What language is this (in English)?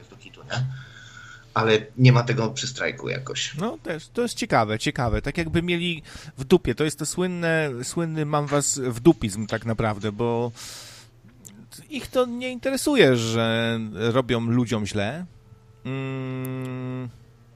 Polish